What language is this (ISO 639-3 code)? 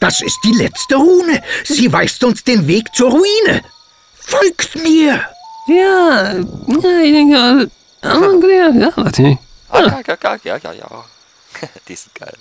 gsw